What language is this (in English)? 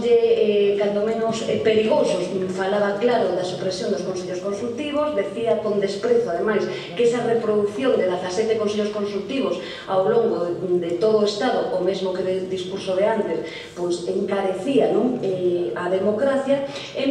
Galician